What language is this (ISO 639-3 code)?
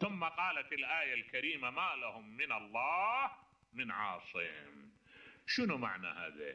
acm